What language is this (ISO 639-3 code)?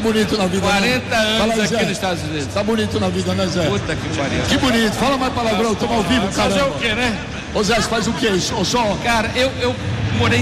por